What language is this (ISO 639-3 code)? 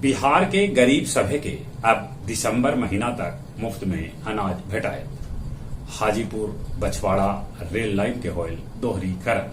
mag